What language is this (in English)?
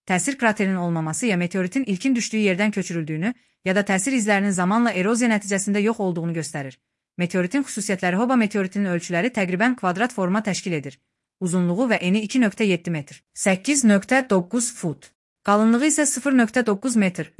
Azerbaijani